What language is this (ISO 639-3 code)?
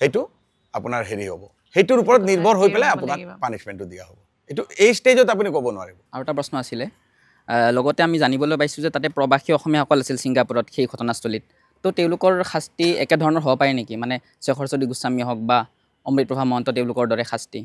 asm